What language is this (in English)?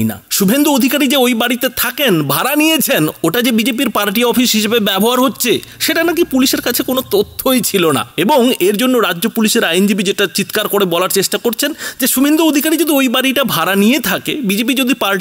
Bangla